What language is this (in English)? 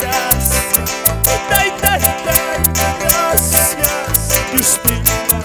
Quechua